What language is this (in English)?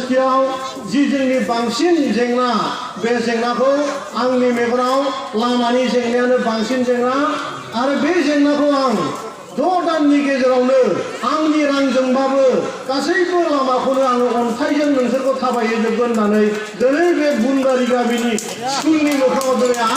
Bodo